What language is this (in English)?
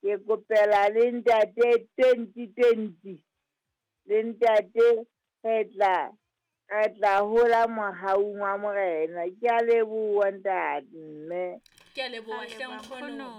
Southern Sotho